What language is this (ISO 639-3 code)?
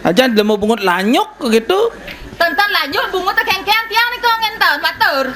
ban